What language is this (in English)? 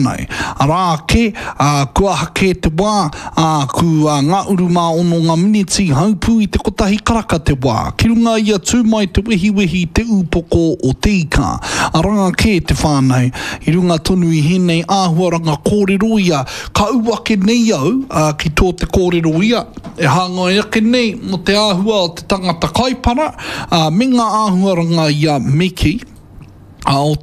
Māori